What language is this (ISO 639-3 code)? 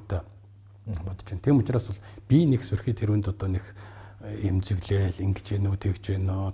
mon